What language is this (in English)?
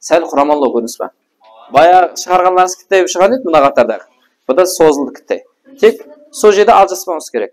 Kara-Kalpak